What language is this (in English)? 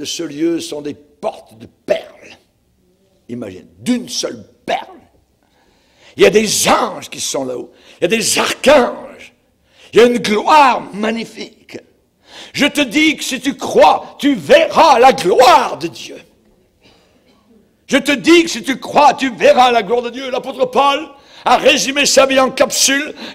French